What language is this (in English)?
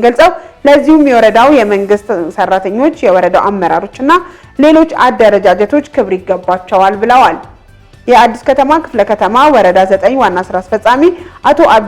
Amharic